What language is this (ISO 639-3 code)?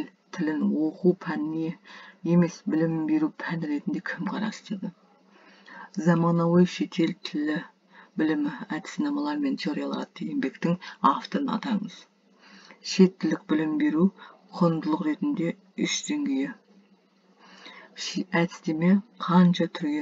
kaz